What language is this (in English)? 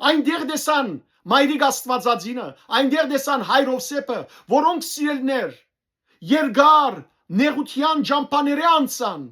Western Armenian